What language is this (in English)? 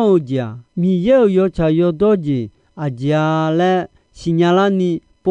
Akha